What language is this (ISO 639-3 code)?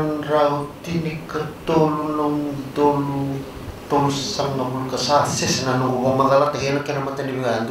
fij